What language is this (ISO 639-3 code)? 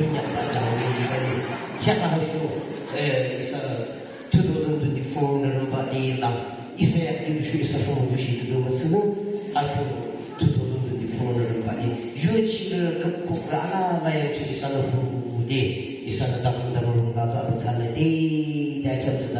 yim